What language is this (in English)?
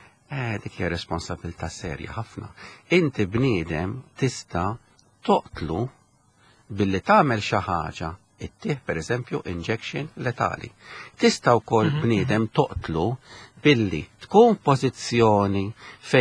Maltese